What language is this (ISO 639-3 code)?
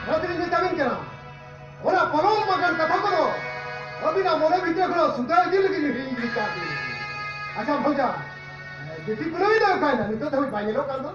sat